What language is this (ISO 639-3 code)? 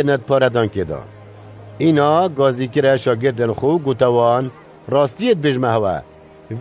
kur